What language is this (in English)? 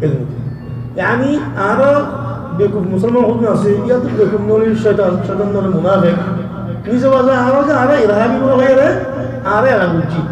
Rohingya